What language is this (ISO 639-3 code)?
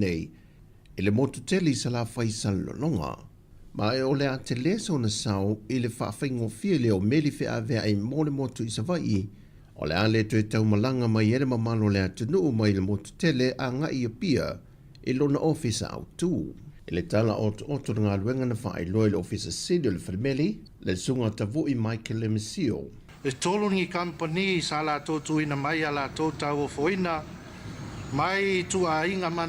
smo